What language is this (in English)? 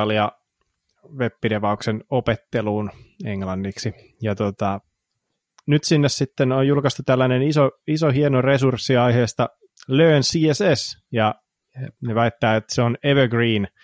Finnish